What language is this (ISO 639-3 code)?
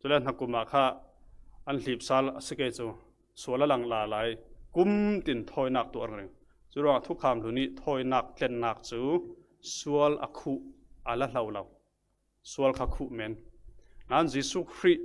cfm